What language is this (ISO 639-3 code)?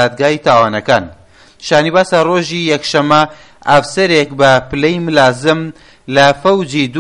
ckb